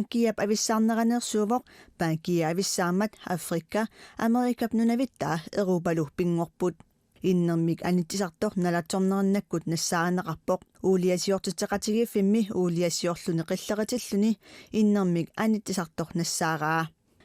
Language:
Kalaallisut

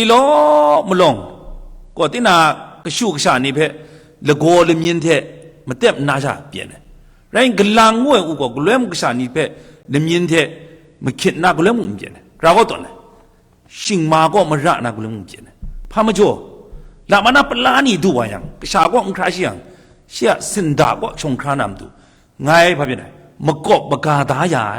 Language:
Kachin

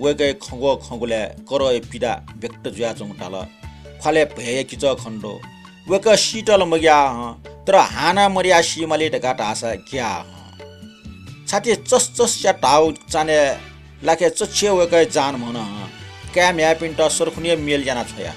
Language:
Newari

